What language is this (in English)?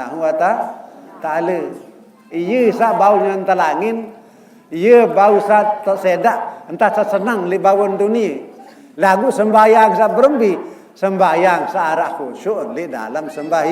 Sasak